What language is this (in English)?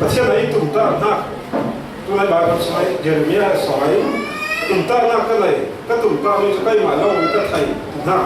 Falam Chin